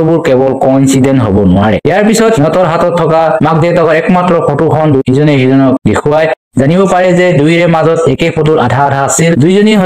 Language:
Assamese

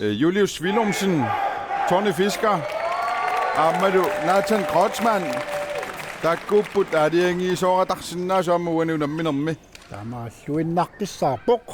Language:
Kalaallisut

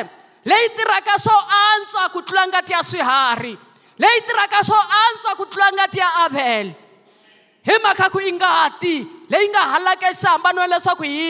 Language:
Tsonga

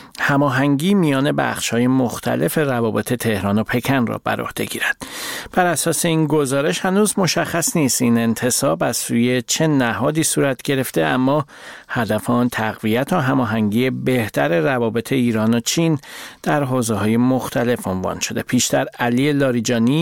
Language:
Persian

